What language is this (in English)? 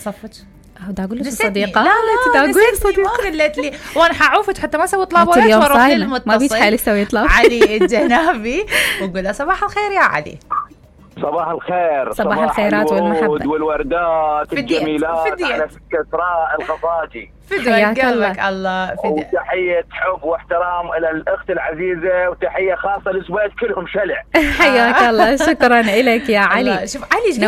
Mesopotamian Arabic